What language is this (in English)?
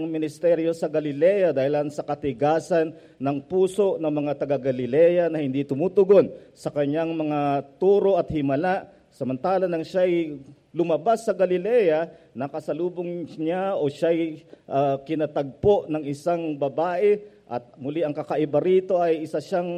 Filipino